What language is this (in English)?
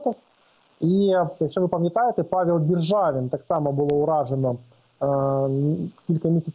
Ukrainian